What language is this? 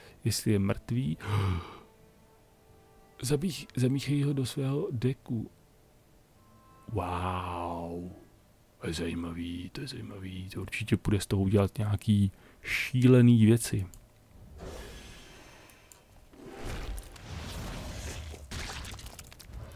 Czech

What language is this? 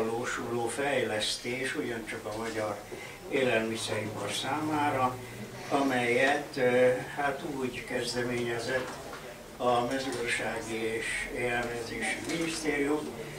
Hungarian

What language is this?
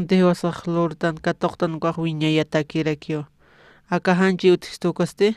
Aymara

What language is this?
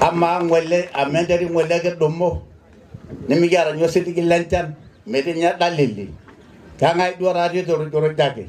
Masai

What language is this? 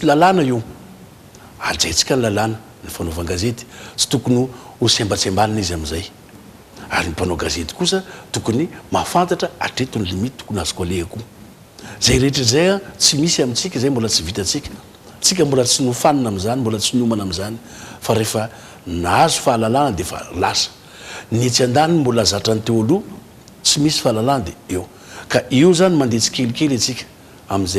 Malagasy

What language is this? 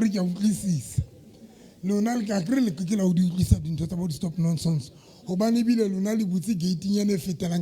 Southern Sotho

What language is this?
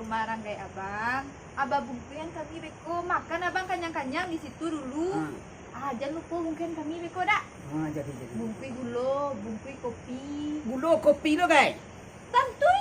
Minangkabau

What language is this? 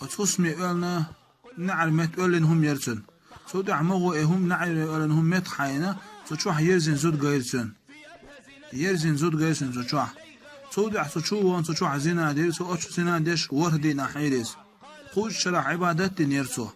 Chechen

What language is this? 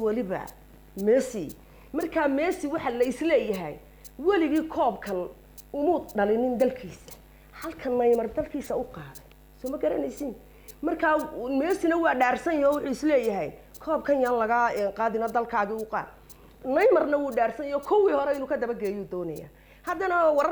Somali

